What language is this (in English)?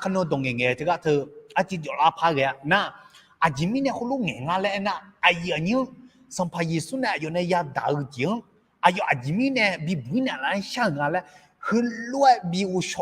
Akha